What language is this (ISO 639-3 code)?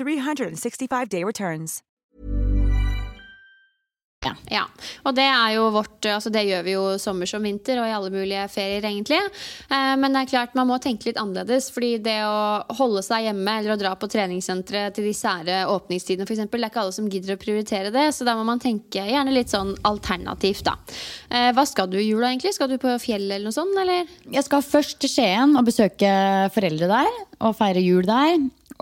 nor